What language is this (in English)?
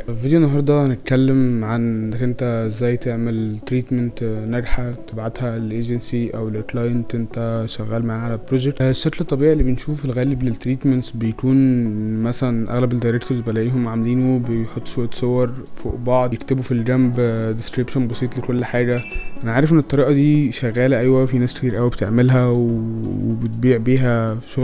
Egyptian Arabic